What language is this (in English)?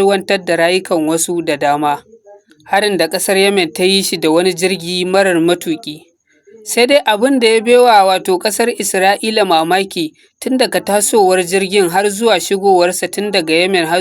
Hausa